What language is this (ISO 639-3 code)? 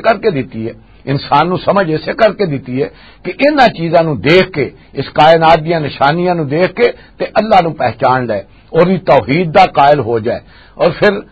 lah